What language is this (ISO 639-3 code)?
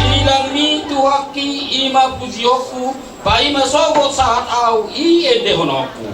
bbc